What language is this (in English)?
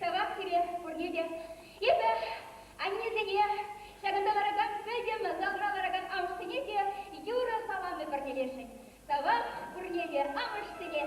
Chuvash